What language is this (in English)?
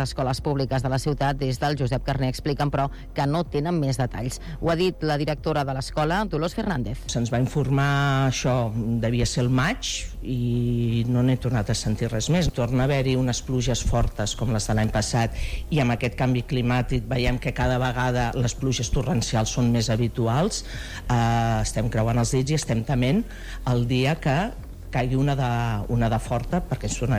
Catalan